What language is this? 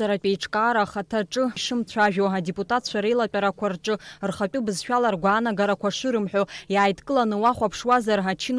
Abkhazian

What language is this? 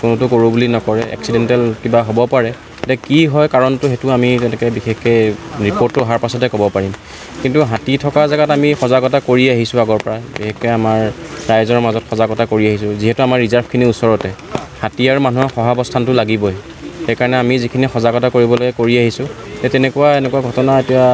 Assamese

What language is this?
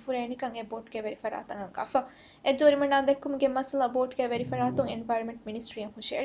Divehi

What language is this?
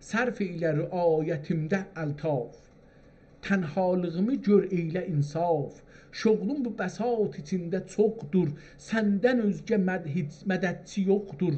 South Azerbaijani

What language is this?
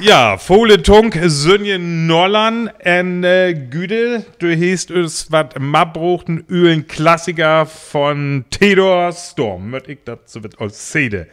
Northern Frisian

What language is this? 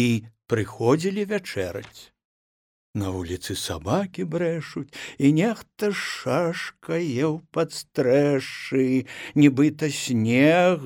Belarusian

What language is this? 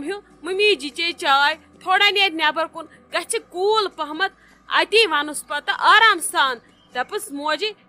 Kashmiri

